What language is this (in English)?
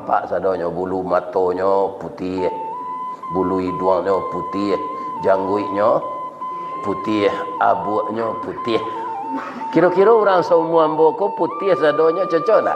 Minangkabau